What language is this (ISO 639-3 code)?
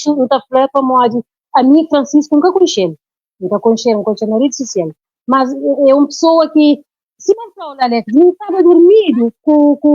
kea